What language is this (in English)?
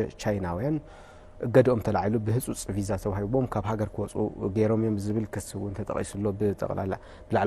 Tigrinya